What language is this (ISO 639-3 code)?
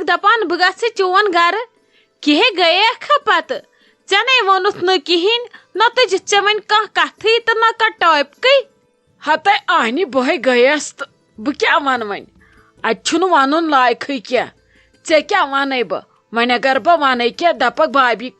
kas